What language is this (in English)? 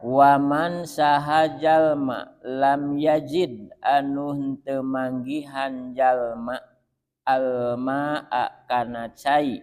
Sundanese